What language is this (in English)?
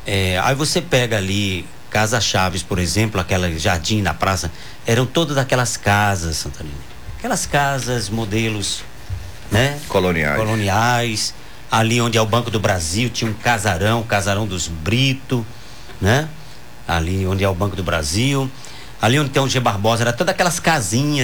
Portuguese